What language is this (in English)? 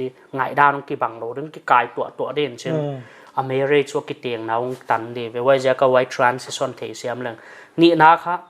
Paite Chin